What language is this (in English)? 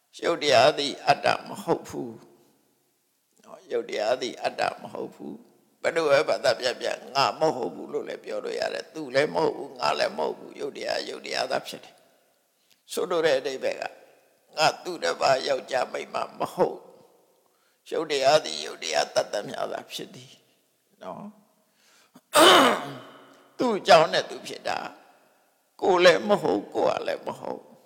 Burmese